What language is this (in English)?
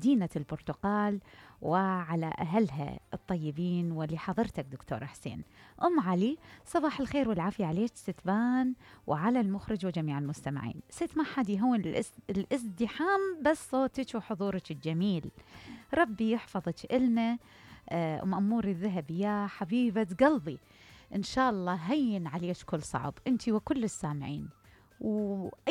Mesopotamian Arabic